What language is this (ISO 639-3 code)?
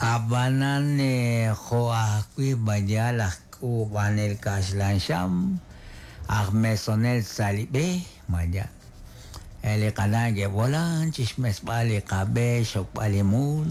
kek